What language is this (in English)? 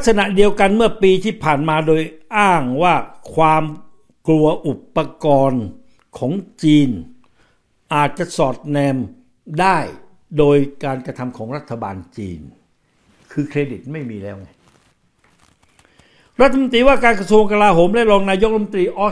Thai